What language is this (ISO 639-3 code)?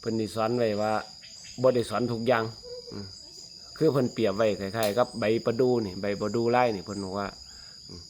lao